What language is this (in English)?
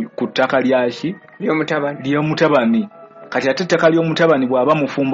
Ganda